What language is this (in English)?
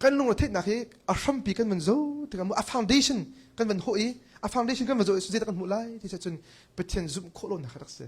Hakha Chin